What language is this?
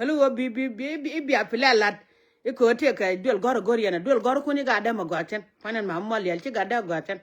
Nuer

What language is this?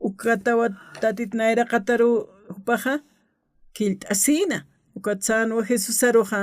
Aymara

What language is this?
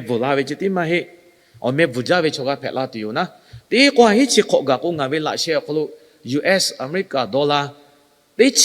Lahu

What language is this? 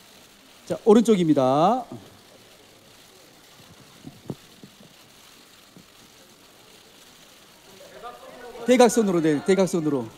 Korean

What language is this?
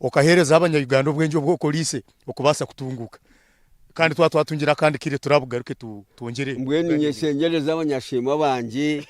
Nyankole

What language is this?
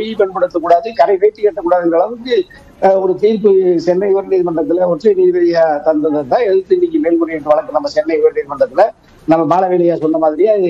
Tamil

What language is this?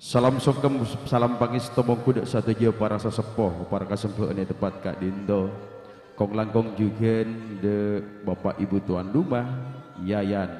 Madurese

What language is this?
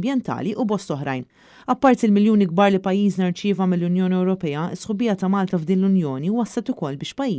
Maltese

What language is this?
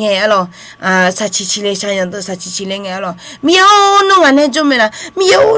Akha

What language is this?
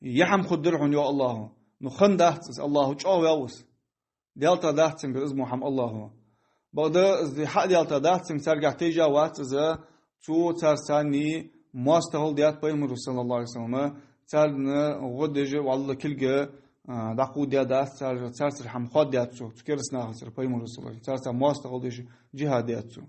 Ingush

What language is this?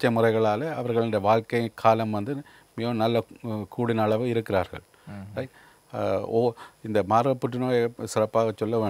Tamil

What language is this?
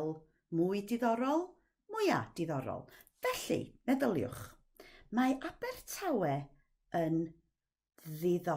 Welsh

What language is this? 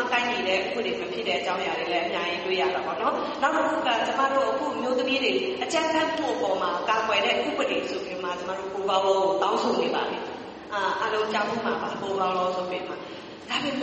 Burmese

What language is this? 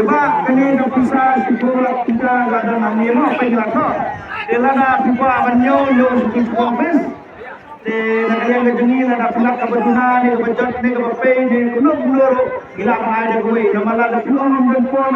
Khasi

